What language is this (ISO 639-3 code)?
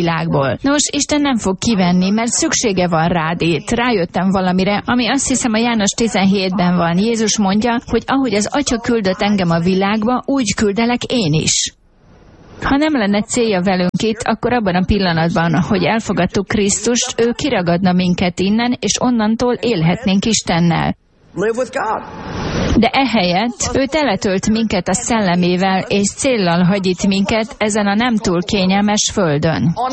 hun